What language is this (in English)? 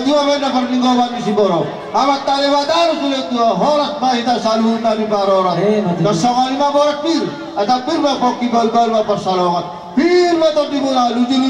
Batak Toba